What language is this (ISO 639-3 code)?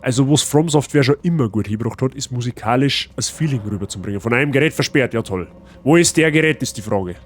bar